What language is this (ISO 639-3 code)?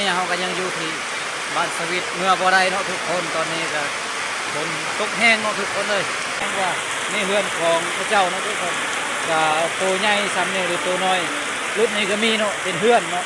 lao